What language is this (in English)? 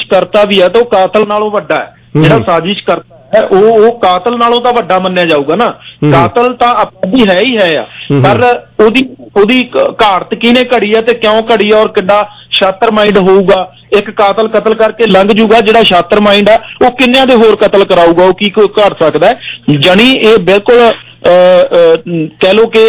Punjabi